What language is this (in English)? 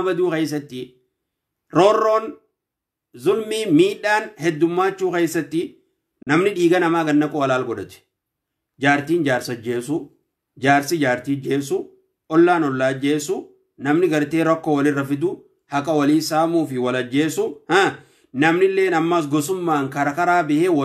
Oromo